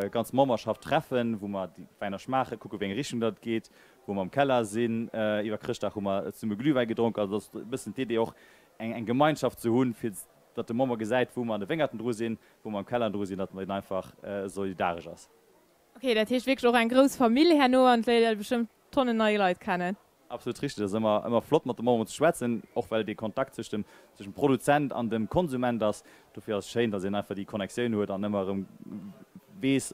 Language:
Luxembourgish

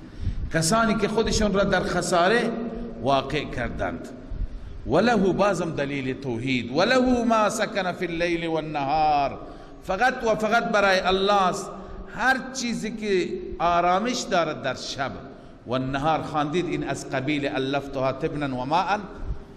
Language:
Persian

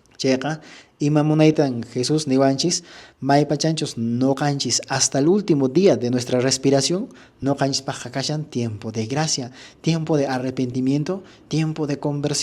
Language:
Quechua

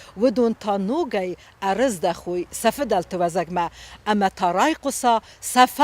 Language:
Ossetic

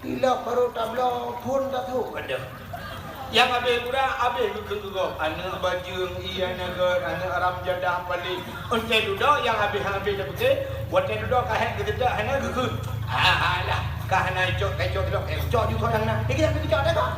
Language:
Achinese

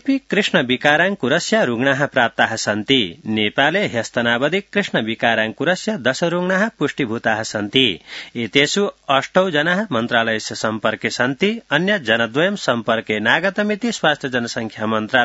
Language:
Sanskrit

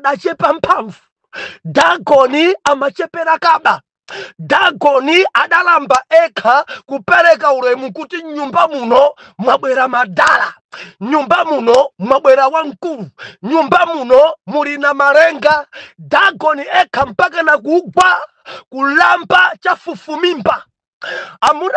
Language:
Nyanja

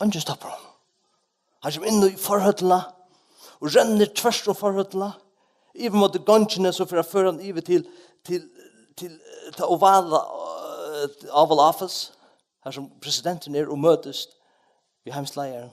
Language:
Faroese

